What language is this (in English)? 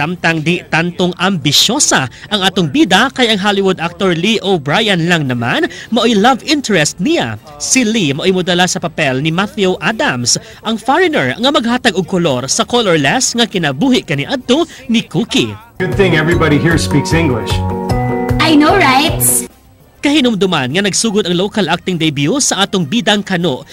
Cebuano